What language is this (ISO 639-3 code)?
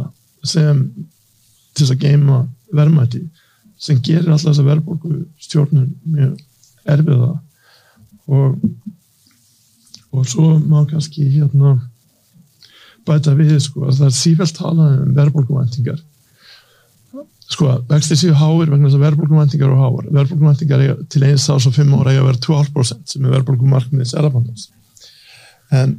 isl